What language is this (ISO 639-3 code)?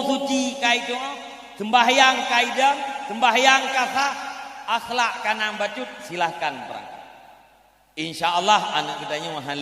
ace